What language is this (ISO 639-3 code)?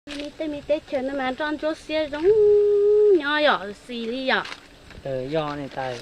hmn